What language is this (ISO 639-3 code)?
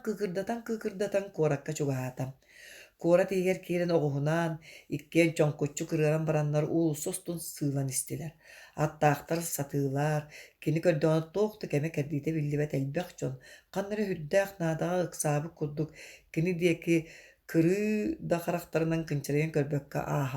sah